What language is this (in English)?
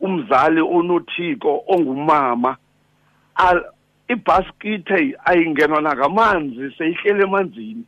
Xhosa